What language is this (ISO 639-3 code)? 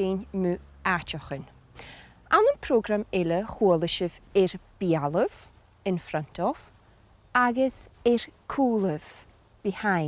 gla